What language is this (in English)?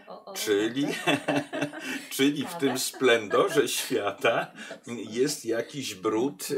Polish